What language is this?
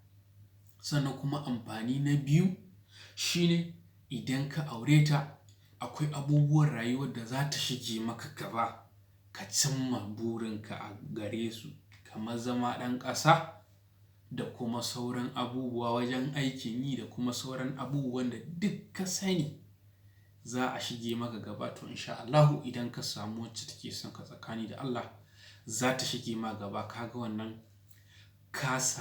Hausa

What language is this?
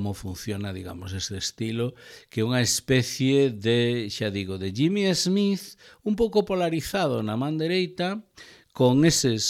Galician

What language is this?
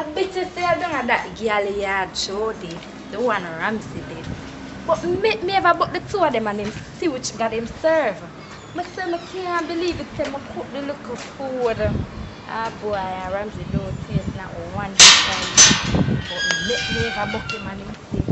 Jamaican Creole English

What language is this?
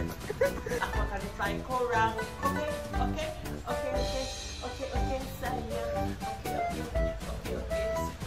Malay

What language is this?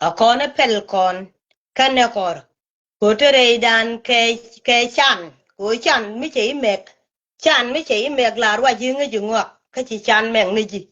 Nuer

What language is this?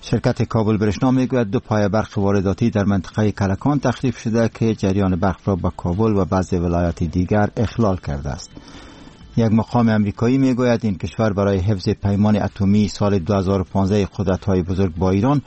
Persian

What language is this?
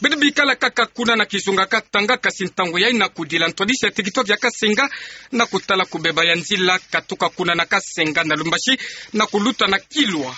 Kituba (Democratic Republic of Congo)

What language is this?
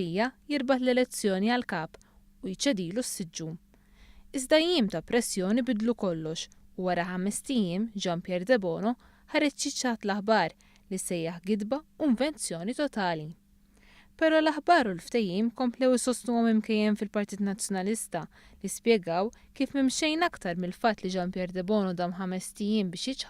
Maltese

